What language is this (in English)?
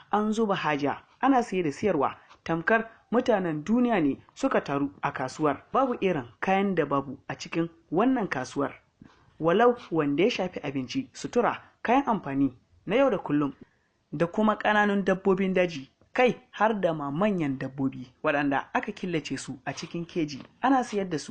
Hausa